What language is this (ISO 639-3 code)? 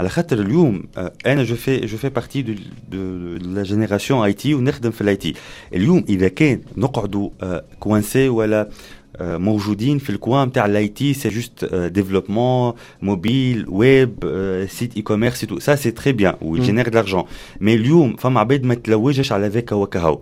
aeb